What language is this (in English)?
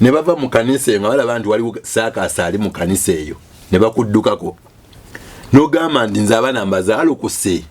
Ganda